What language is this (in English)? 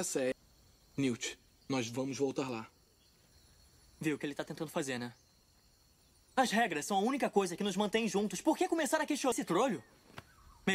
Portuguese